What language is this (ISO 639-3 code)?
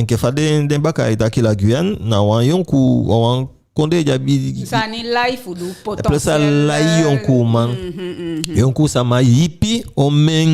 djk